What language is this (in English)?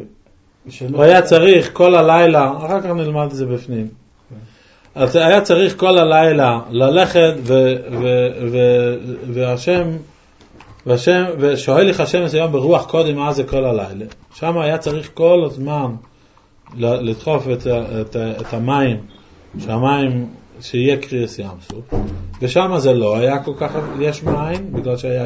Hebrew